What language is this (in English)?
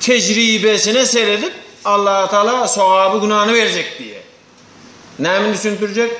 Turkmen